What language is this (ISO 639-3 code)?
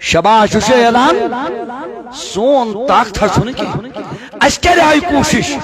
kas